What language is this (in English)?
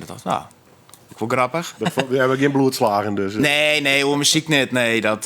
Western Frisian